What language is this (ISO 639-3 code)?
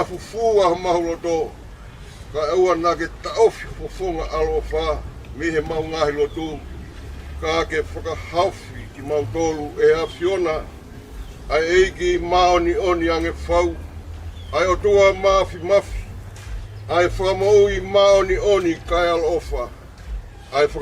ton